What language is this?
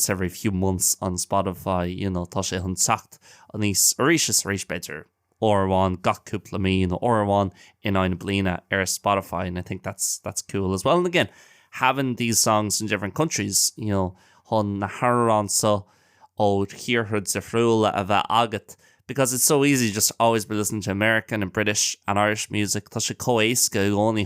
Irish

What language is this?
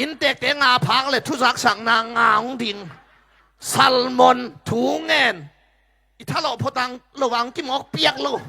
Tedim Chin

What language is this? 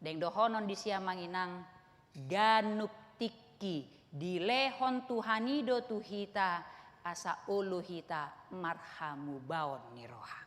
Batak Toba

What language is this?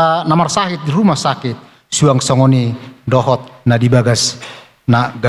Batak Toba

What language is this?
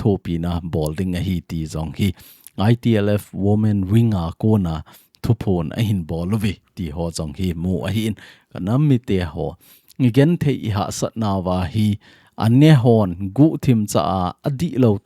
Thado Chin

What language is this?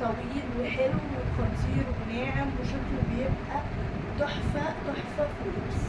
Egyptian Arabic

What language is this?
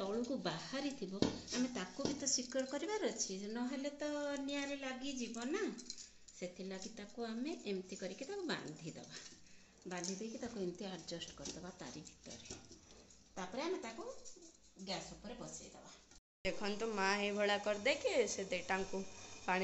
Odia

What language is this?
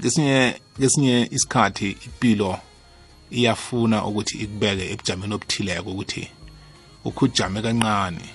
South Ndebele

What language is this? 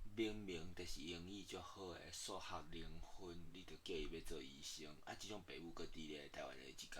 Min Nan Chinese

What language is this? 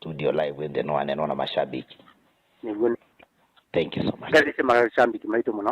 Kamba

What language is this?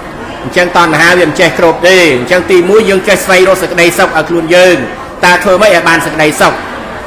Khmer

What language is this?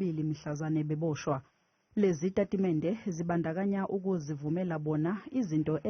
Zulu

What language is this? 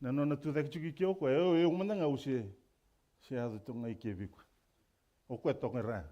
Fijian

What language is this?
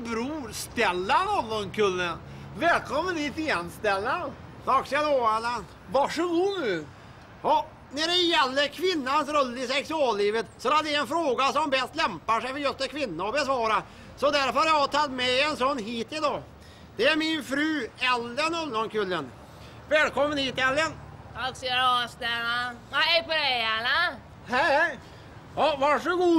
Swedish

